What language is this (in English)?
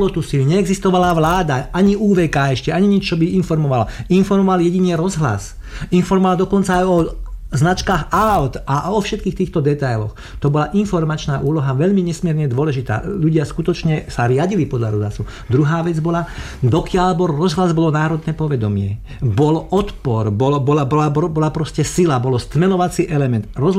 Slovak